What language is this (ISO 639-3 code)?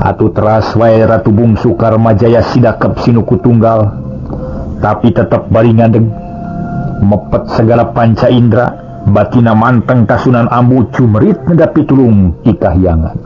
sun